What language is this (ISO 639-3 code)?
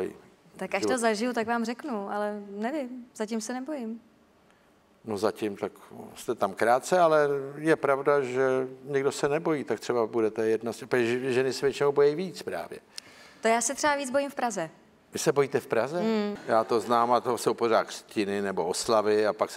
ces